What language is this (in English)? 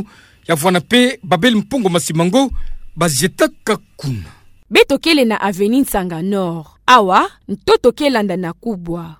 Kituba (Democratic Republic of Congo)